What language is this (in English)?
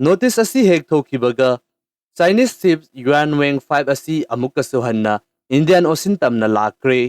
Manipuri